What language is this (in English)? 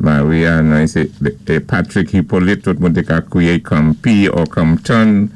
Saint Lucian Creole French